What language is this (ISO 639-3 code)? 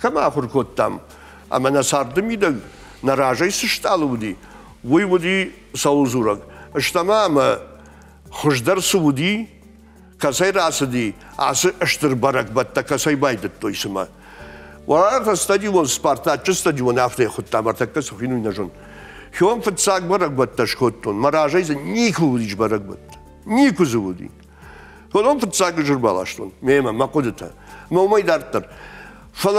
oss